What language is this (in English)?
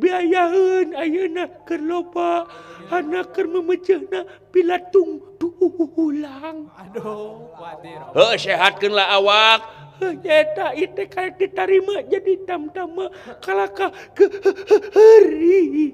Sundanese